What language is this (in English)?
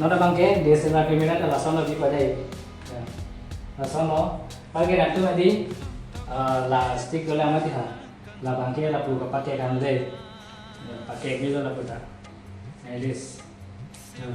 Karbi